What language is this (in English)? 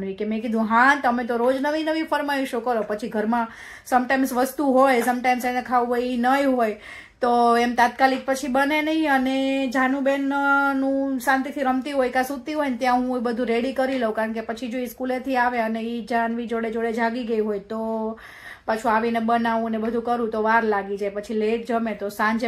Gujarati